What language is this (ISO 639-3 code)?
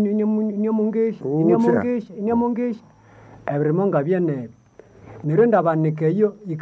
nnb